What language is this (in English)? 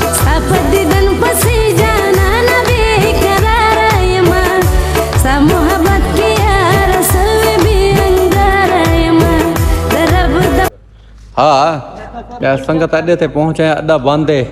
Saraiki